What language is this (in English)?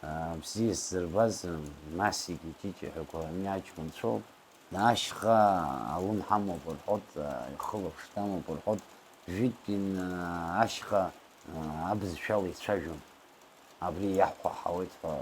Abkhazian